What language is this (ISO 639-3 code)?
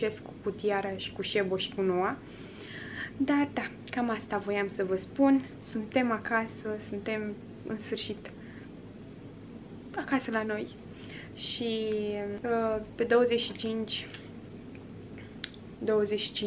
ron